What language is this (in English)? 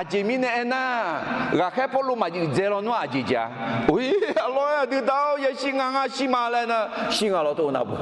Akha